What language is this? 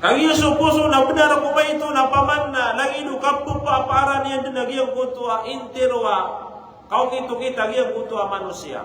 Maranao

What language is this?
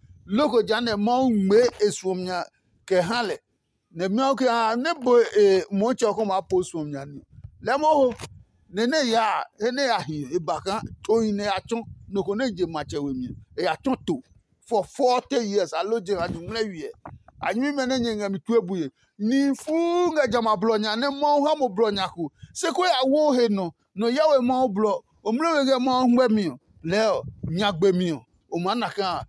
Adangme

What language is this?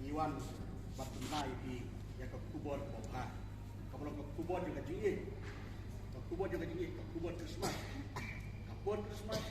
Khasi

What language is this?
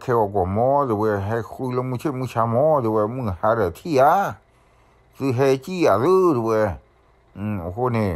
S'gaw Karen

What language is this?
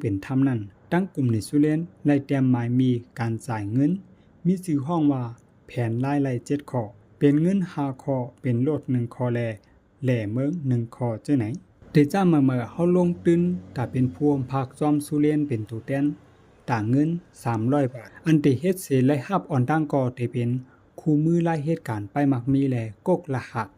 Shan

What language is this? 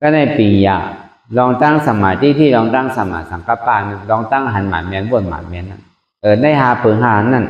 Shan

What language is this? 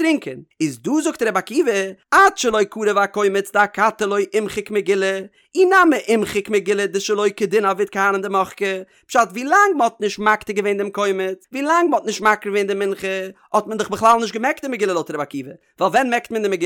Yiddish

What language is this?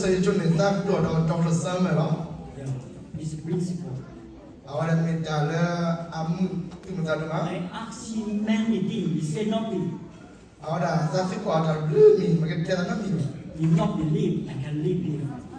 S'gaw Karen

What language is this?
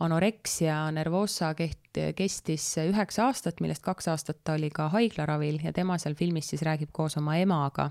Estonian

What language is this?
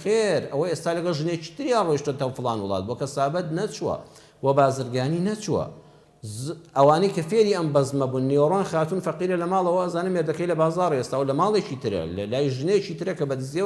Central Kurdish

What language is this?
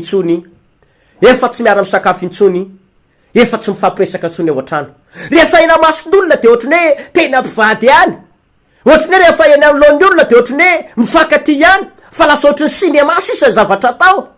Malagasy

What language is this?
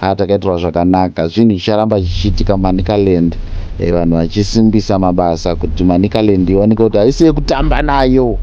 Shona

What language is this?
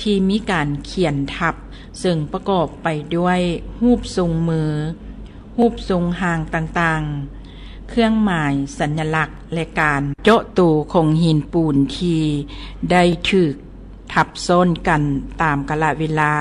Lao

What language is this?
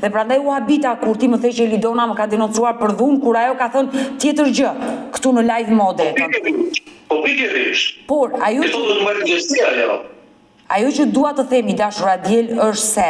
Albanian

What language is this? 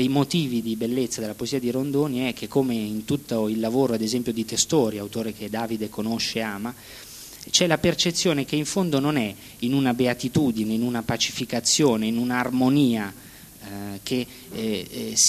Italian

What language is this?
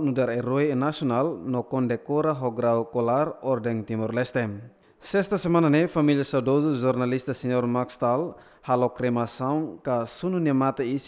Tetum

